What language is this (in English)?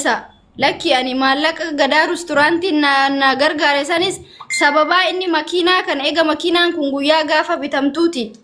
Oromo